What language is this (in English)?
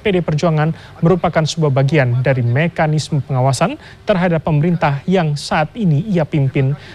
Indonesian